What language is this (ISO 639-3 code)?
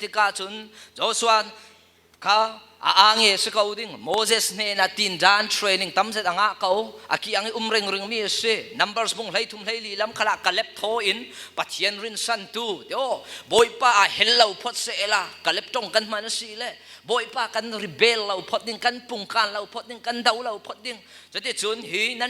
cfm